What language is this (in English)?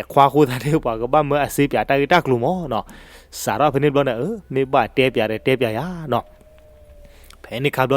S'gaw Karen